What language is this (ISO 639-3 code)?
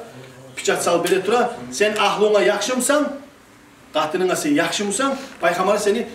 kum